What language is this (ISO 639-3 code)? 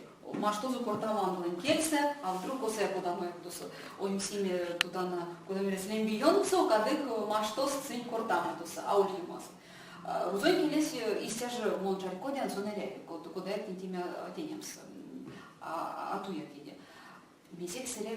myv